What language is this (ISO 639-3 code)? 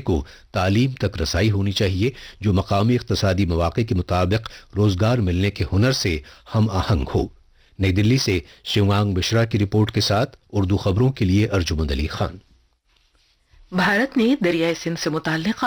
urd